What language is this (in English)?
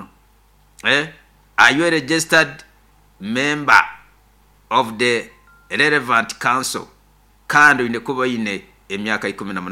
Nyoro